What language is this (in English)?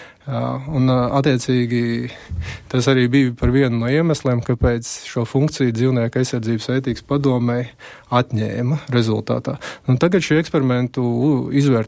Latvian